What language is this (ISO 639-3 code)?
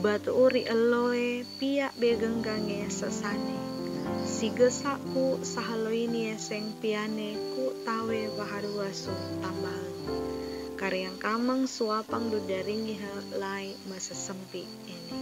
sxn